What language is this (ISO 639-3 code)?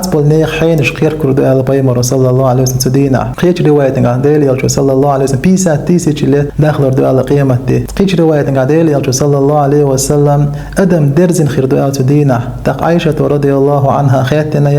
che